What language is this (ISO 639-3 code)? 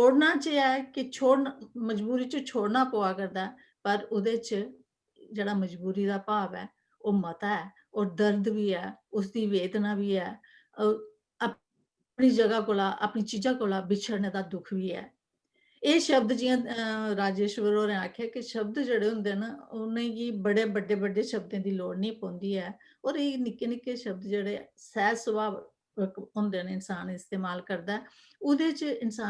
doi